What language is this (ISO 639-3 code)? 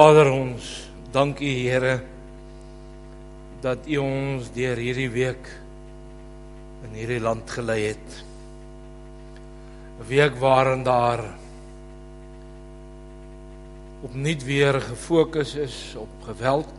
afr